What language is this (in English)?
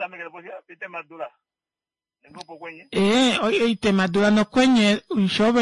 Kuanyama